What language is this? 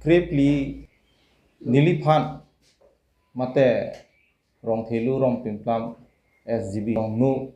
Karbi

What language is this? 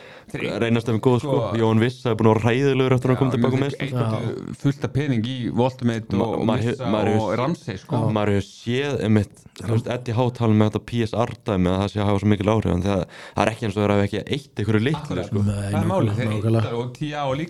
Icelandic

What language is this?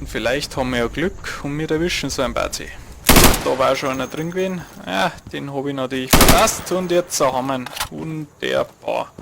Bavarian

